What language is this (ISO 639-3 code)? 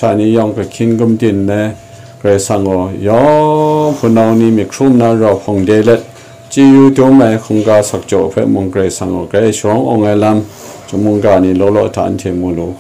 kac